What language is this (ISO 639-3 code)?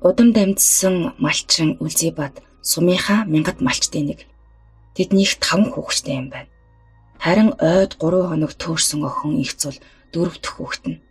mon